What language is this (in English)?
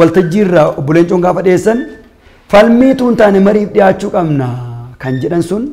Oromo